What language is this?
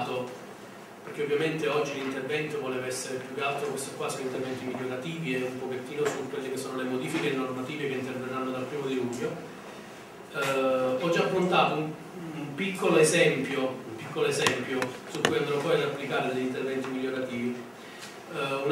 Italian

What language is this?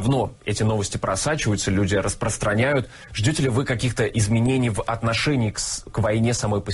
Russian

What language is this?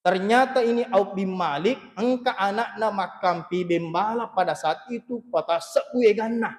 Buginese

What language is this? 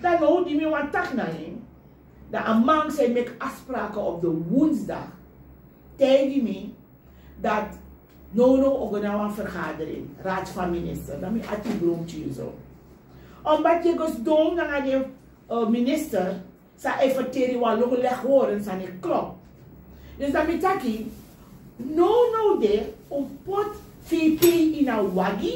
Sranan Tongo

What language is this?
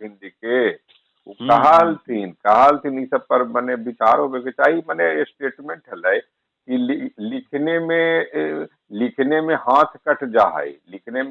Magahi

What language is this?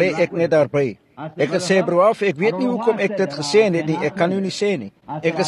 Afrikaans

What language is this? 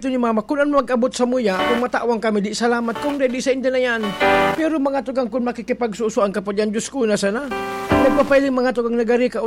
Bikol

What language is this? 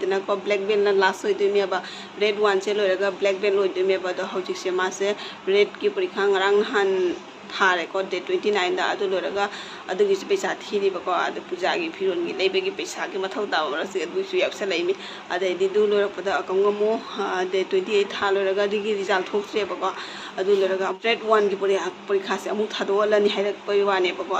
Manipuri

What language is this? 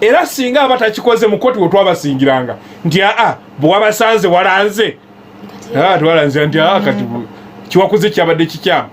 Ganda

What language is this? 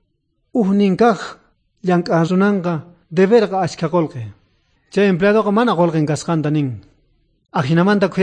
South Bolivian Quechua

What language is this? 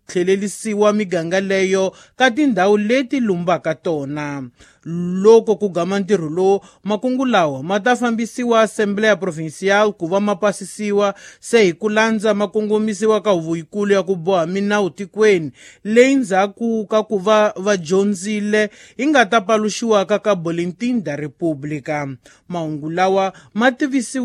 Tsonga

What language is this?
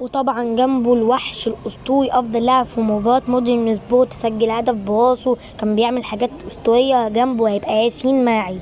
Egyptian Arabic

